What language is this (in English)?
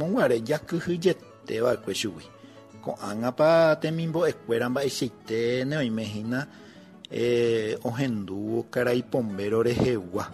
Guarani